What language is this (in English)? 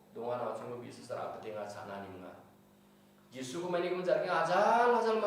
Garo